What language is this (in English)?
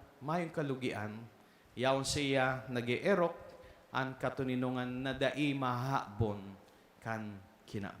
Bikol